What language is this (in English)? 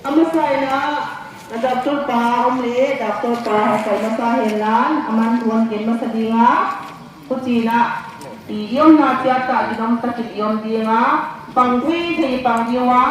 Paite Chin